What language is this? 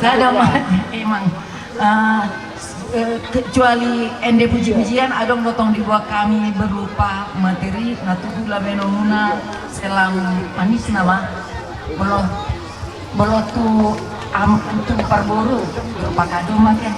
Batak Toba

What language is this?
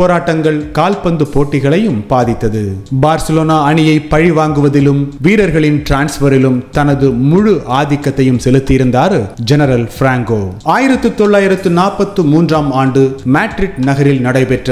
Tamil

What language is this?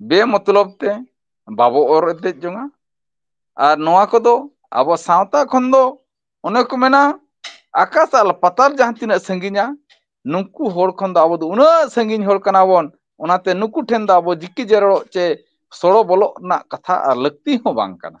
Santali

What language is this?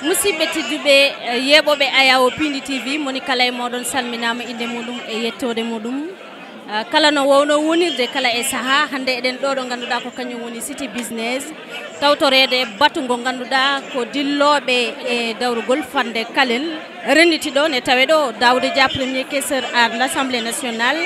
Fula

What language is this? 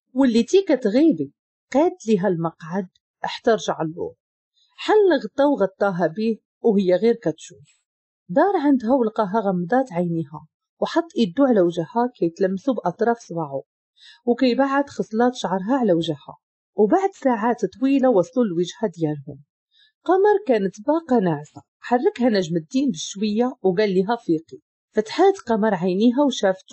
Moroccan Arabic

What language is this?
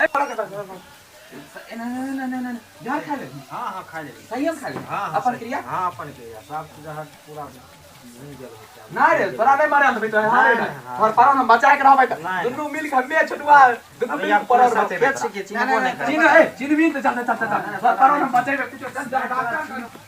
Maithili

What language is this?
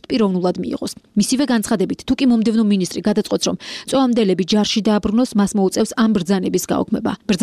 Georgian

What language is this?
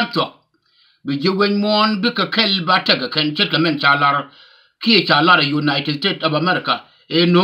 Nuer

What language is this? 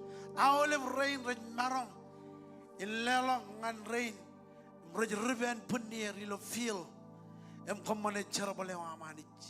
Marshallese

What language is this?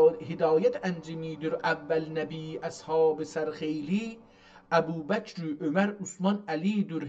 South Azerbaijani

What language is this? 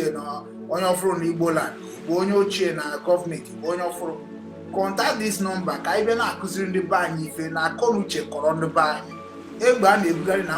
Igbo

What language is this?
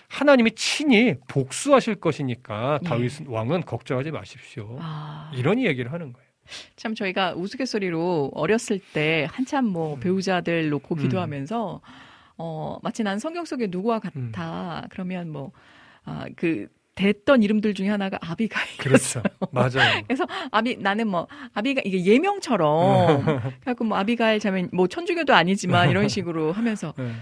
Korean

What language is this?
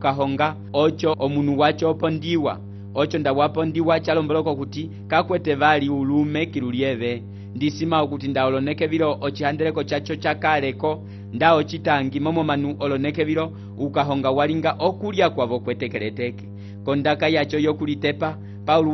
Umbundu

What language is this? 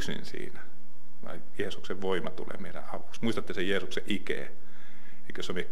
Finnish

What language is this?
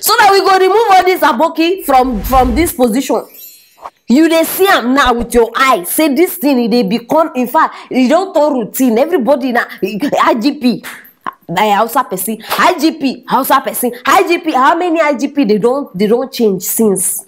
Nigerian Pidgin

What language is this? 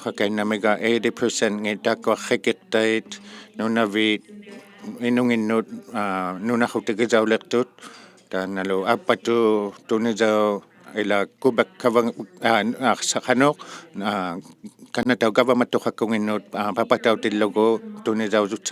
Inuktitut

